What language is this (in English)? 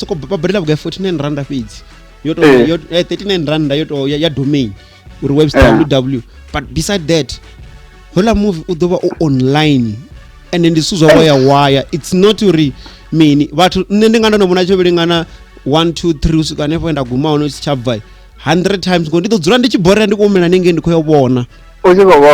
Venda